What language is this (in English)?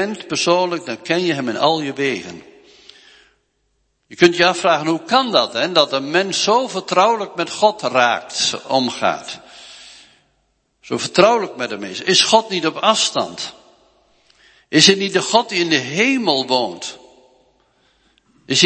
Dutch